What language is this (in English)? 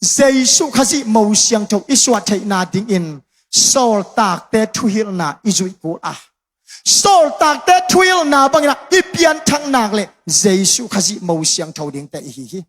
Tedim Chin